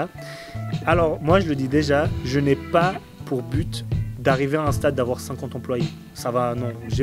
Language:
French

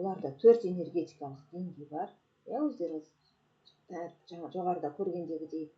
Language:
Kazakh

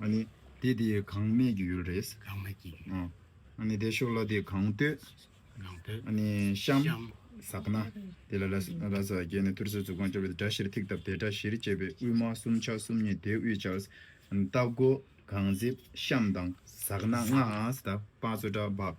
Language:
Tibetan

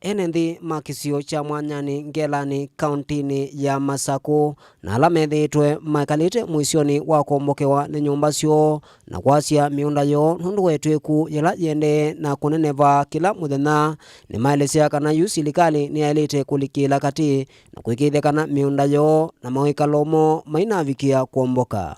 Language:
Kamba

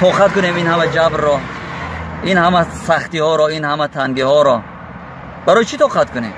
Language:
Tajik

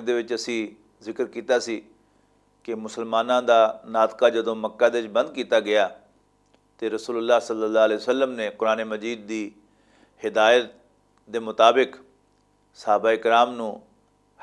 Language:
Western Panjabi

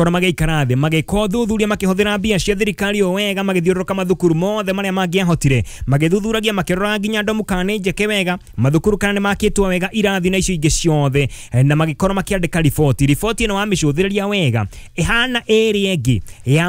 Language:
Kikuyu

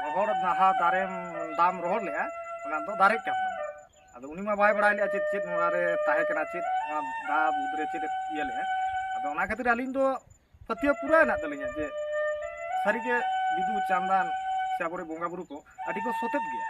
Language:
Santali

